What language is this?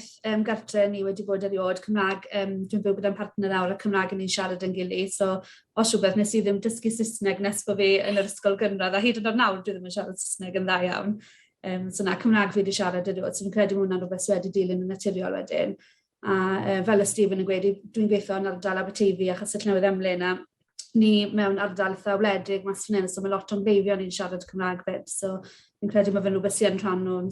Welsh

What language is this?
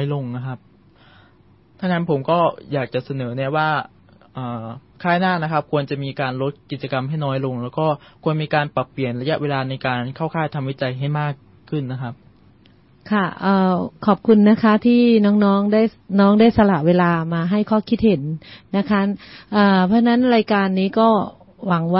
Thai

